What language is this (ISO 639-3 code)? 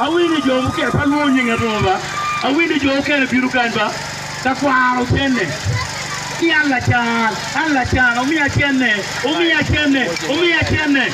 ach